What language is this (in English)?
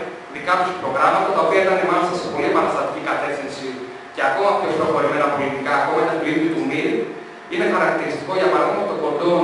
Greek